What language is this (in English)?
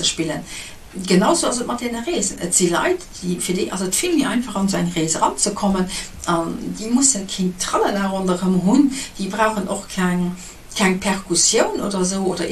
Luxembourgish